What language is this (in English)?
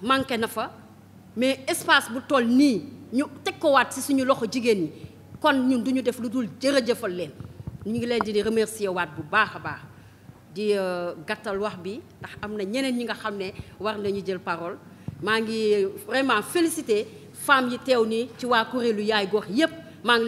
Wolof